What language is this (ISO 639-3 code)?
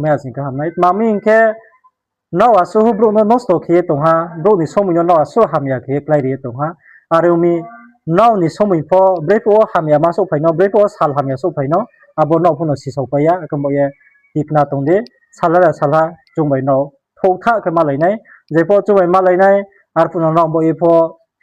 ria